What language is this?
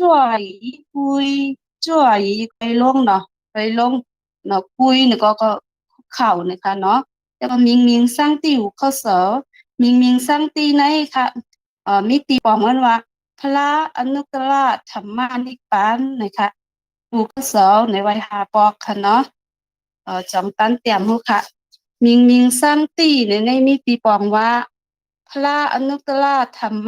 Shan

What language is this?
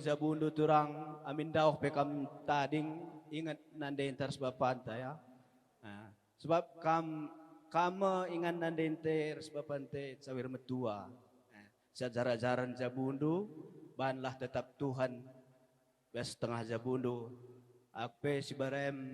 Batak Karo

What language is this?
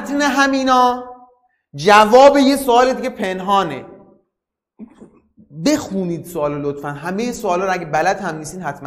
Persian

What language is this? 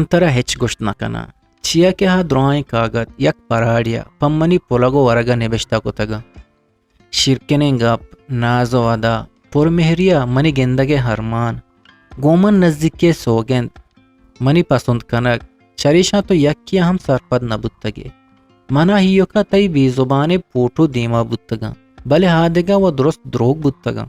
Eastern Balochi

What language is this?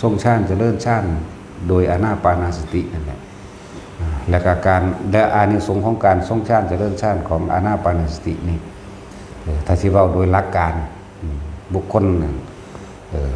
Northeastern Thai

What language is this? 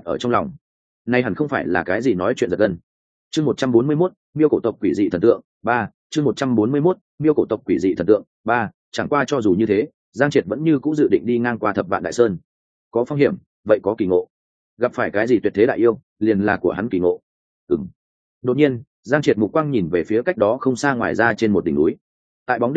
Vietnamese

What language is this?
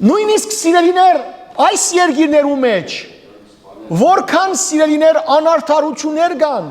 Western Armenian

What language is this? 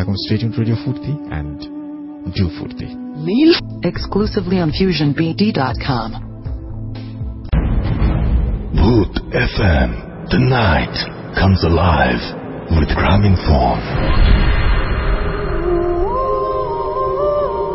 Bangla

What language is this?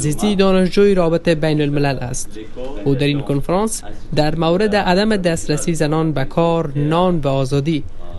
Persian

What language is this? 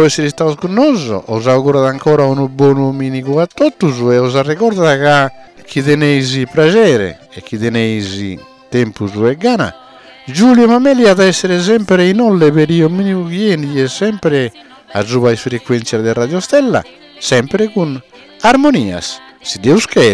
Sardinian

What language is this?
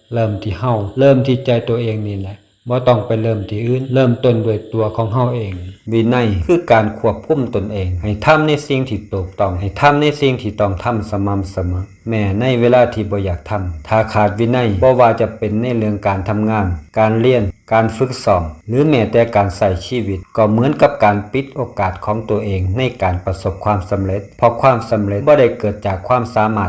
Lao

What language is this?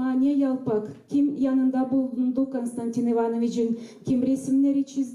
Gagauz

